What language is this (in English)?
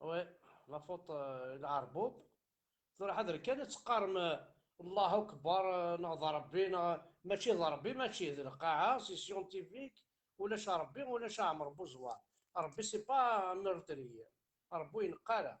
Kabyle